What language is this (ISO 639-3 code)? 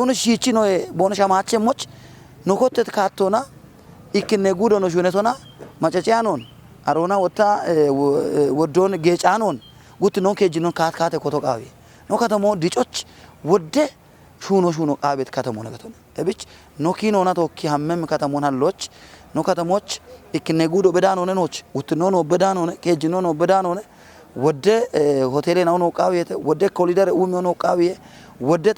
kbr